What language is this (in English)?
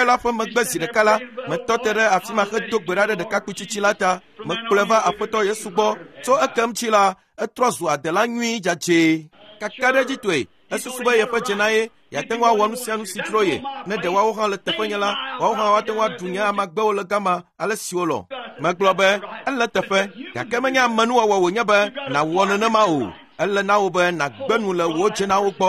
Ewe